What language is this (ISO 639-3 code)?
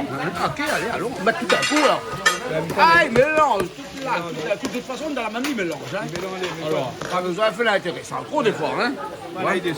rcf